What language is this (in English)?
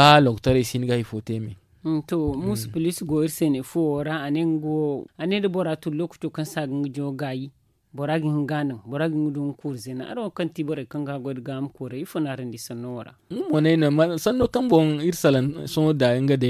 Zarma